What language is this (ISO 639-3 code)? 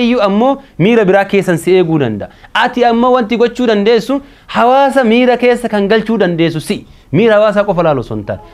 orm